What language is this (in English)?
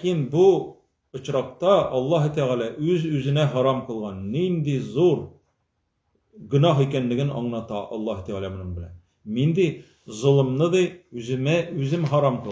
Tatar